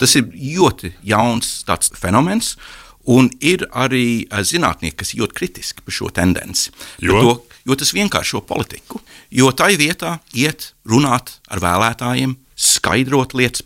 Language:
Latvian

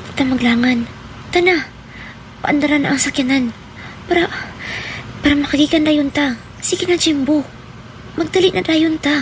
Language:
Cebuano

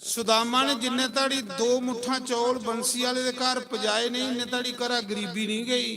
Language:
Dogri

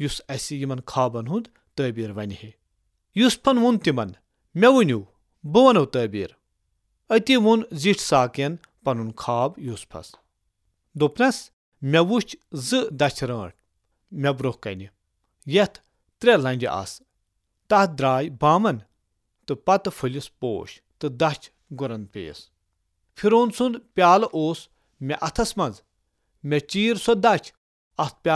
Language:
Kashmiri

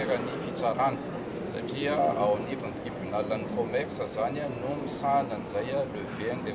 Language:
Malagasy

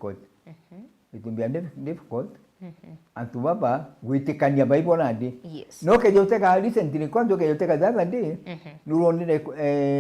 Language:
Meru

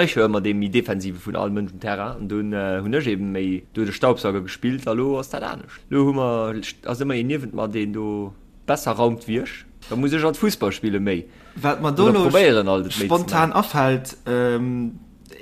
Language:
Luxembourgish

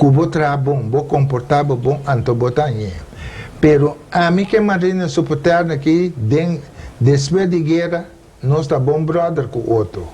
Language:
Papiamento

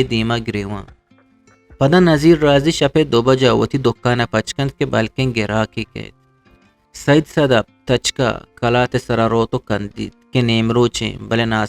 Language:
Eastern Balochi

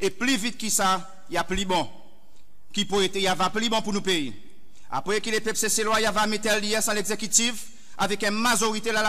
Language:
Seselwa Creole French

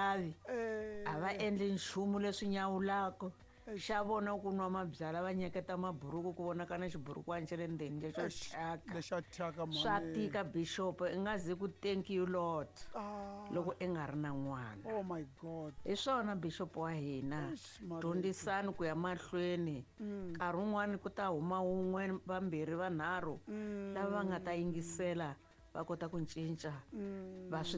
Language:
Tsonga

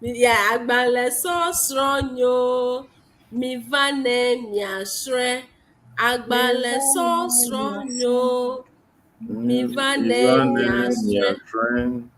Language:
Ewe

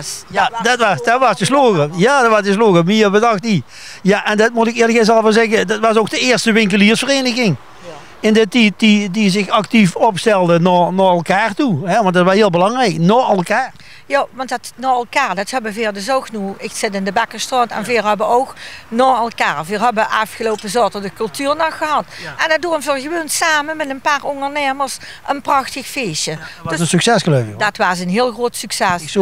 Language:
Limburgish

